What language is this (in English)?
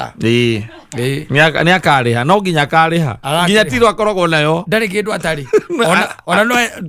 Kikuyu